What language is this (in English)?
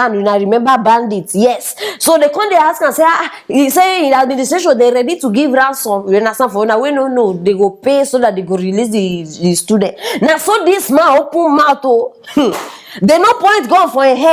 Nigerian Pidgin